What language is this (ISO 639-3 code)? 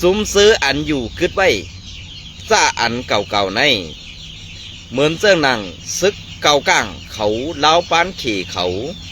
shn